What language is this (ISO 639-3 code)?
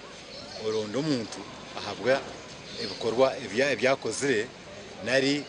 nyn